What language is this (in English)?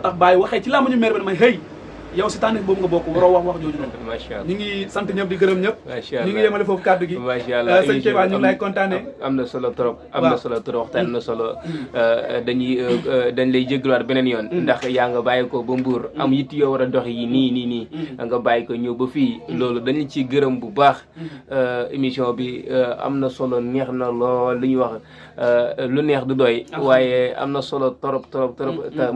Wolof